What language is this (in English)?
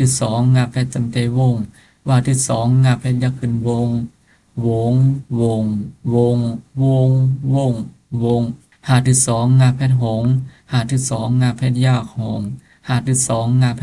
Shan